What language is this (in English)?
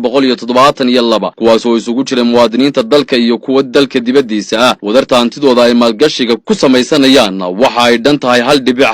Somali